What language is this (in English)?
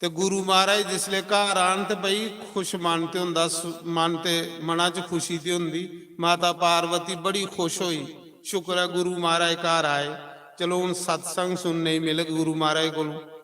Dogri